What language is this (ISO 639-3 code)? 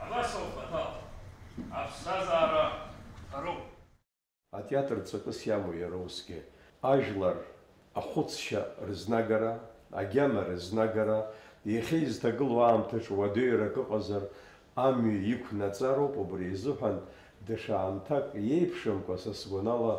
abk